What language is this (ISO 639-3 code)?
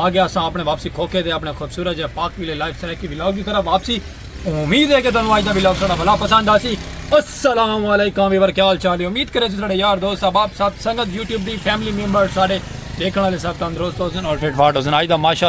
skr